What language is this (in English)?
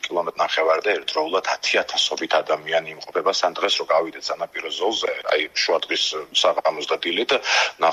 Georgian